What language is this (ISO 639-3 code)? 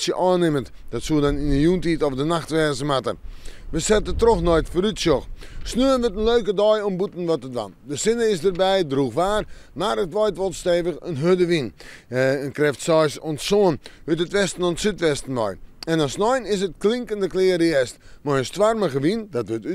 fry